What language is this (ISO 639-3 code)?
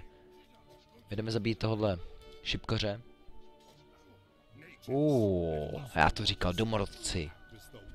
ces